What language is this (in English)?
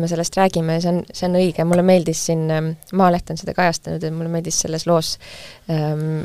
Estonian